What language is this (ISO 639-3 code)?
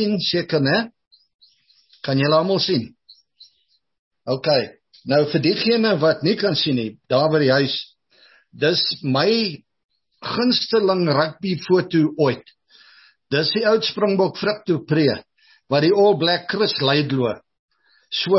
afr